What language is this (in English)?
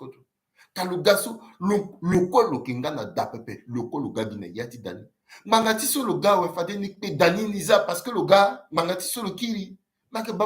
Sango